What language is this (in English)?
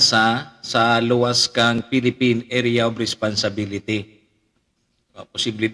Bikol